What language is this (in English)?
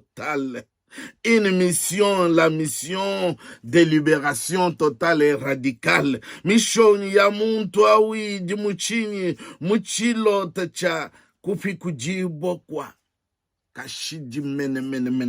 Luba-Lulua